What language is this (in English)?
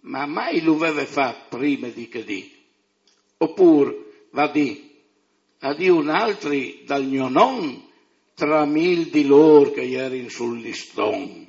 Friulian